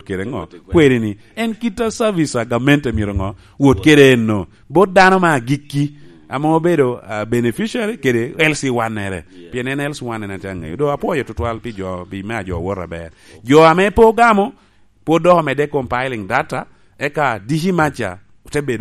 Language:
Lango (Uganda)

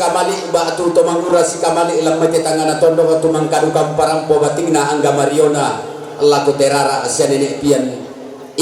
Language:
Toraja-Sa'dan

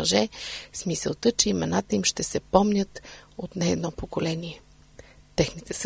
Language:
Bulgarian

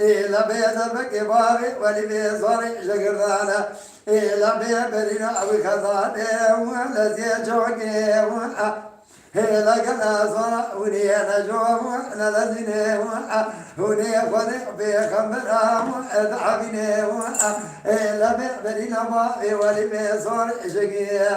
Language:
Kurdish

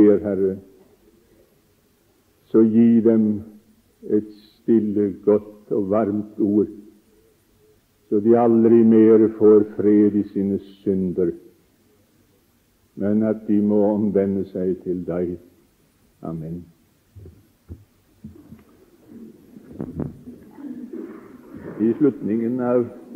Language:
Norwegian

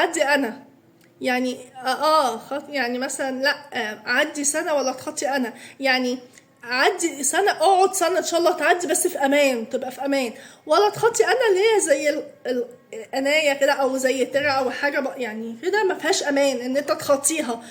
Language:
Egyptian Arabic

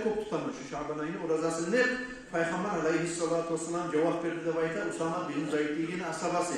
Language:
Kumyk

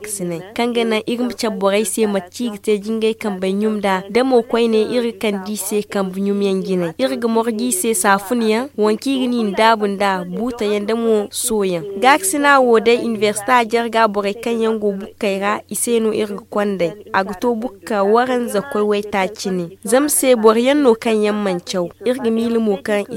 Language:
Zarma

